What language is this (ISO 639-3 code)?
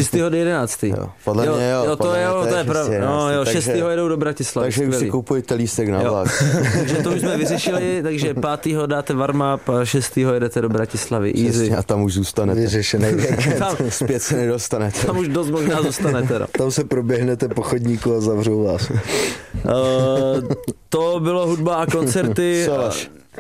ces